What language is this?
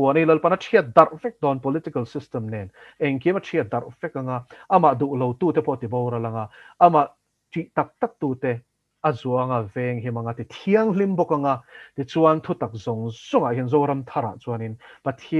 Mizo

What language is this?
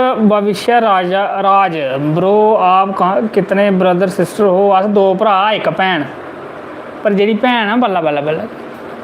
Dogri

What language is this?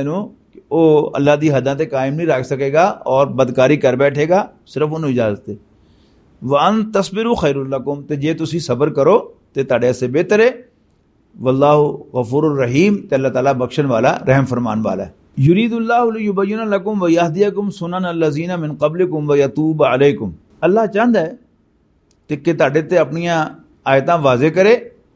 Western Panjabi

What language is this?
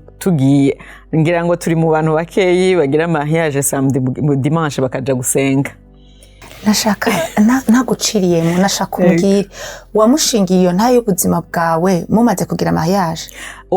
Rundi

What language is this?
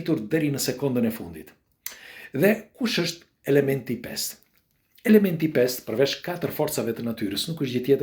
Albanian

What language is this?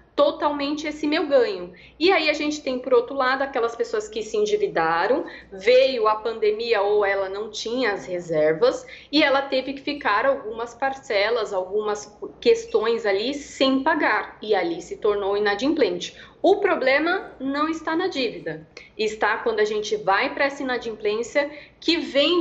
Portuguese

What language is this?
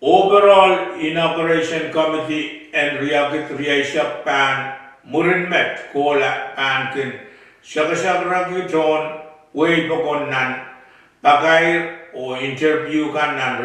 Pohnpeian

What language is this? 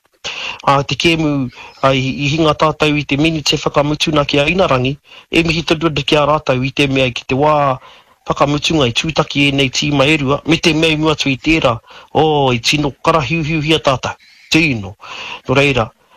Māori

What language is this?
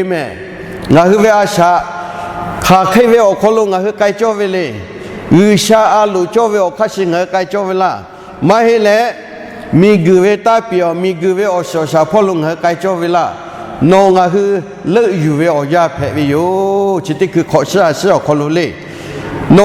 Lahu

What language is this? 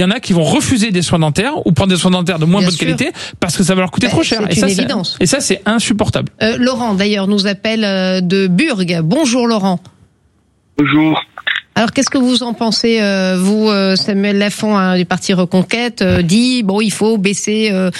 French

